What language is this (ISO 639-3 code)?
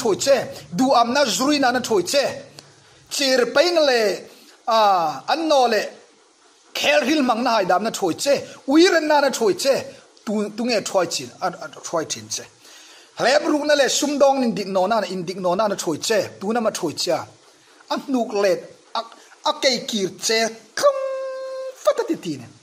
hmr